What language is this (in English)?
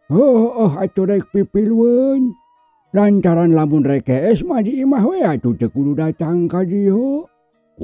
Sundanese